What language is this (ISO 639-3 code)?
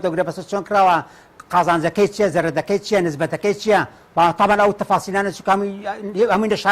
ckb